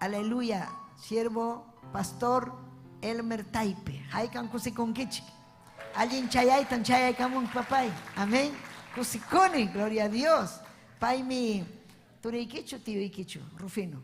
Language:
Ayacucho Quechua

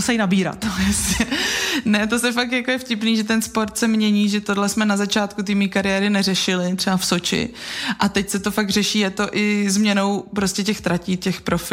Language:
Czech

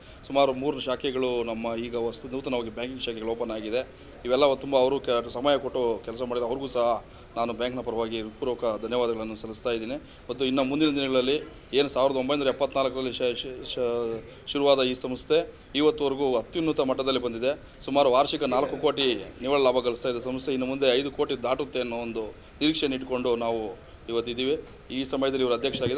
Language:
Kannada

